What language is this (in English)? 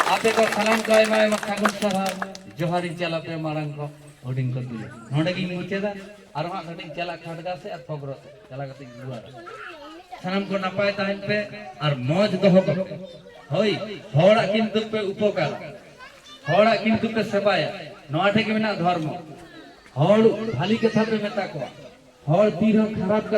Santali